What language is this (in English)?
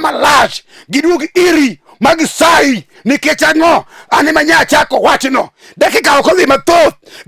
Luo (Kenya and Tanzania)